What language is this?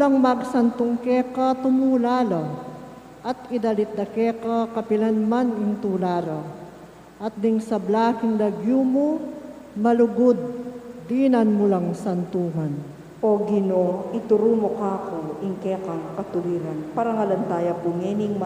Pampanga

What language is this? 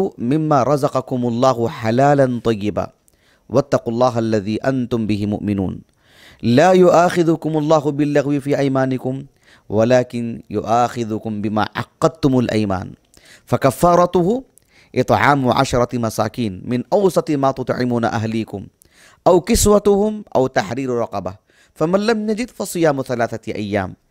Urdu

